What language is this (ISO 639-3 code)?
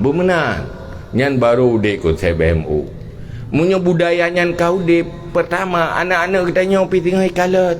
ace